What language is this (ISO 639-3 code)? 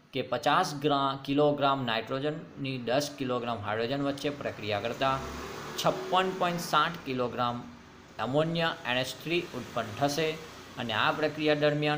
guj